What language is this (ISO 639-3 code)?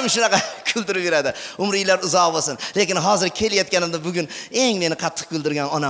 uzb